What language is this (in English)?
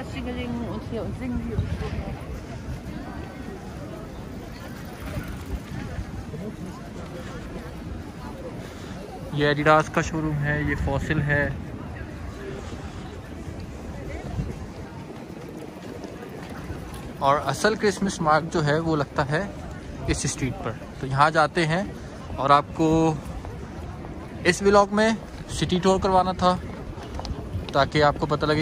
Hindi